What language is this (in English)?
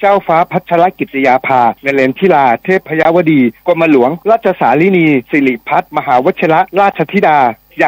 Thai